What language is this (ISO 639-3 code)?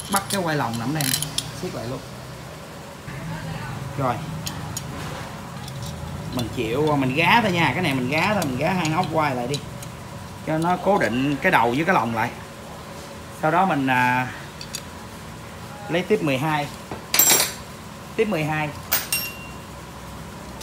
vie